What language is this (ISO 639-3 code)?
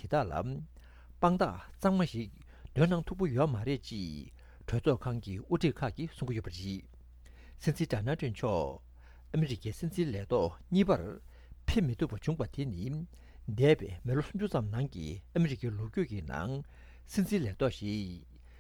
bod